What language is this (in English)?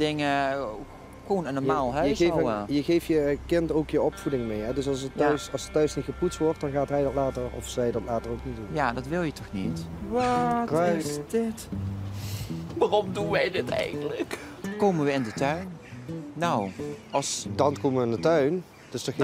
Dutch